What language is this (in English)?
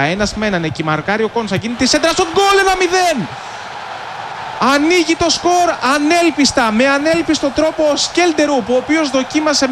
Greek